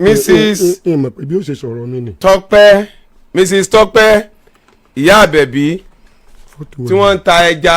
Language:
Yoruba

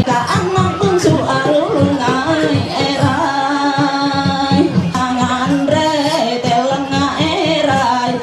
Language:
Ma'anyan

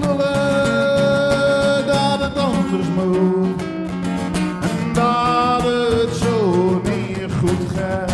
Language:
Zeelandic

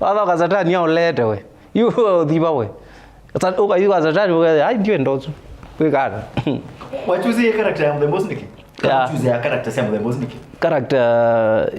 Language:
Kamba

